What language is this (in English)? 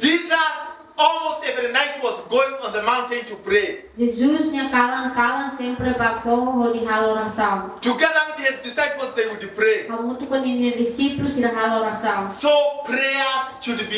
Tetum